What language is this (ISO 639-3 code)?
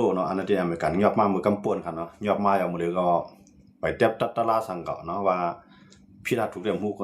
shn